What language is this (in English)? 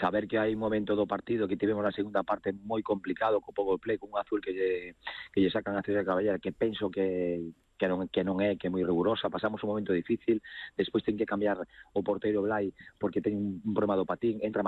Galician